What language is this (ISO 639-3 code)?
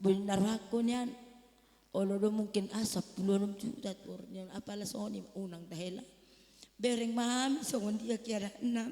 bbc